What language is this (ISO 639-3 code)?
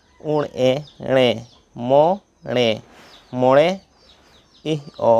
sat